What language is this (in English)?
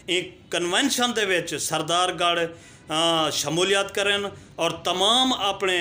Saraiki